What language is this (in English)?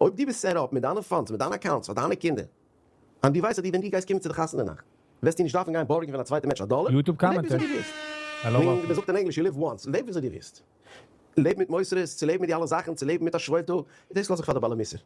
Yiddish